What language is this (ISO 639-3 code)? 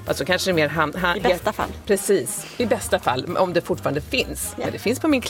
swe